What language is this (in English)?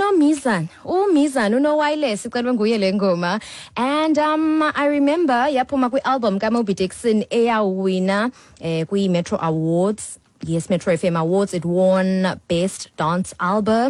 Xhosa